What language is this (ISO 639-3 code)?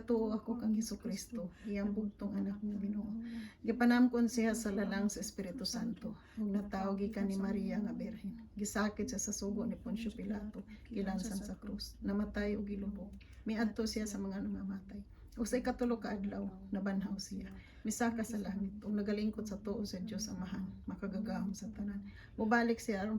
ceb